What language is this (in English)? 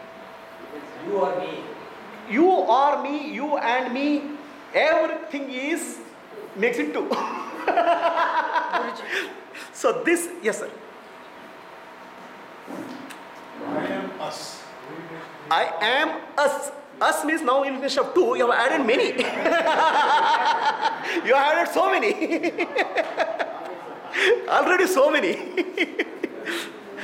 English